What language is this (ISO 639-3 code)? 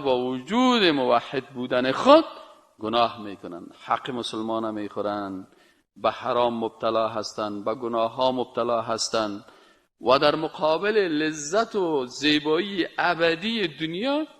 fas